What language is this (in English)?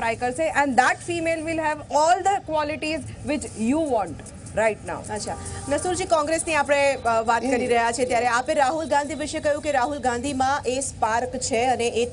Gujarati